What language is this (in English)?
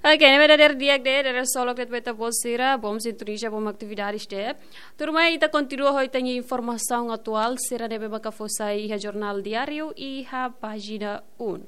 Tetum